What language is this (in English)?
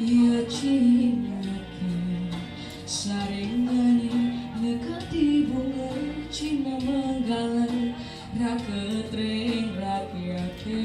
Balinese